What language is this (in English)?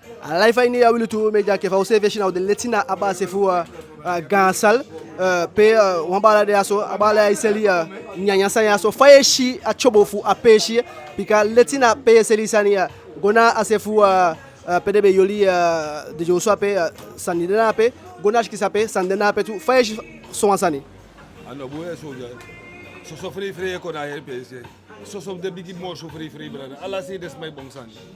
Eastern Maroon Creole